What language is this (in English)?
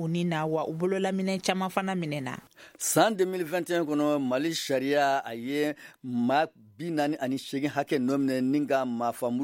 Bambara